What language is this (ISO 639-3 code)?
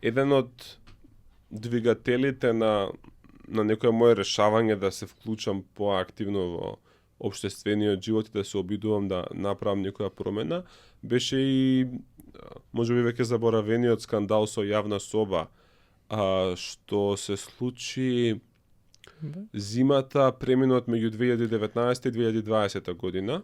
mkd